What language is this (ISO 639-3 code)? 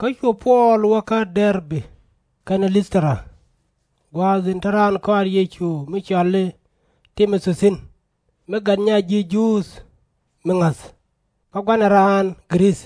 nus